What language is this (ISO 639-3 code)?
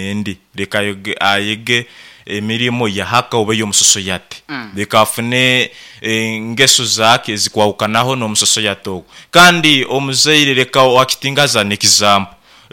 nyo